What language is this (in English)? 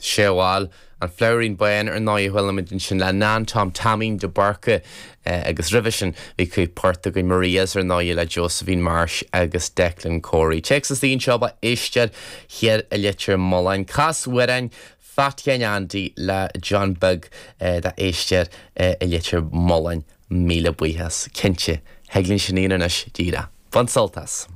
Irish